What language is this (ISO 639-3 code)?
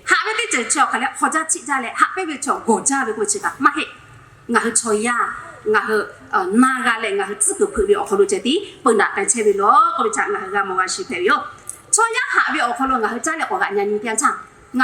lhu